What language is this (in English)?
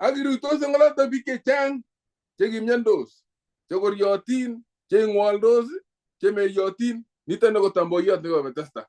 Kalenjin